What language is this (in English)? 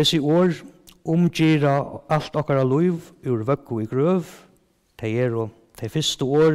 Faroese